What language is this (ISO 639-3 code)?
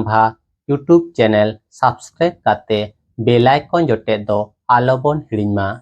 sat